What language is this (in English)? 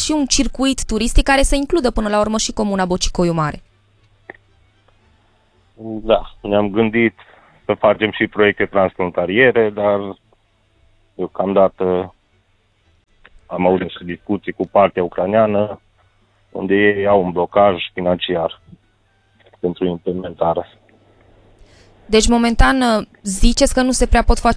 Romanian